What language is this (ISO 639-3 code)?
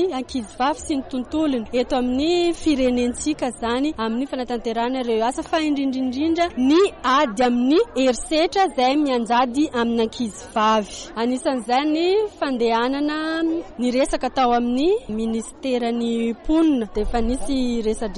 mlg